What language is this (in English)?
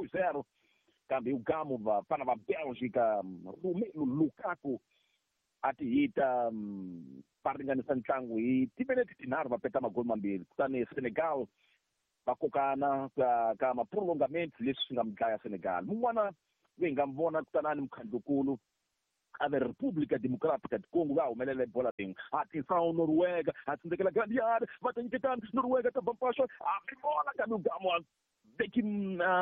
Tsonga